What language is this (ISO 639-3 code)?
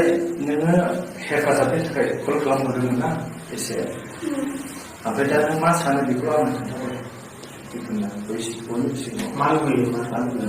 brx